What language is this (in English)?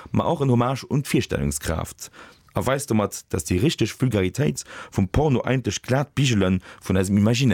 Luxembourgish